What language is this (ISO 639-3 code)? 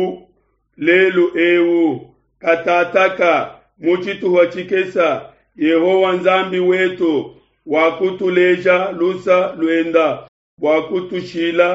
lua